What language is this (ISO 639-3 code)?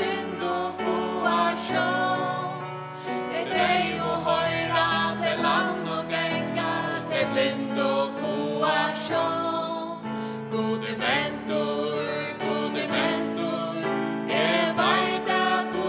fao